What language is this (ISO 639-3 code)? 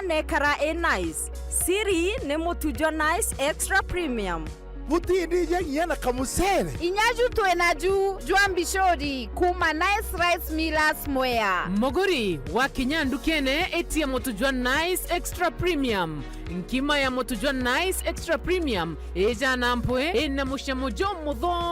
mer